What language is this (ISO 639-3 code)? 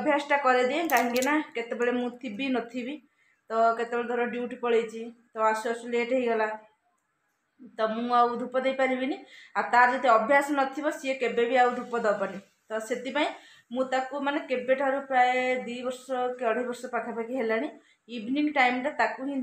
ori